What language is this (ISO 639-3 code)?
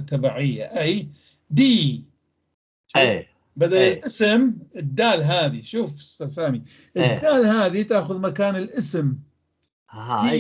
apc